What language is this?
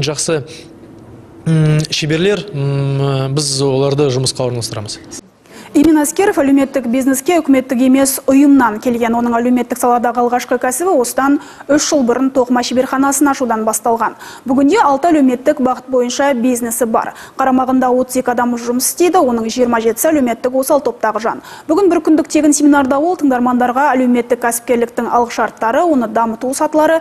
Kazakh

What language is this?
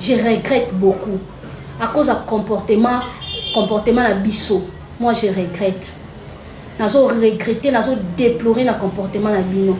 Lingala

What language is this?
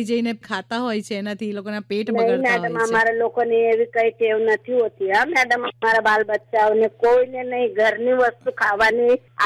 Gujarati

